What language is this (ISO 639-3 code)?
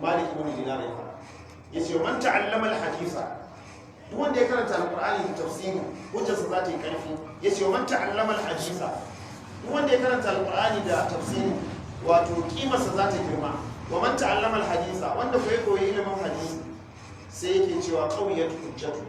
hau